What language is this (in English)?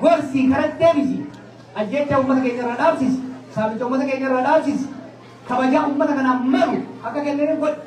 Oromo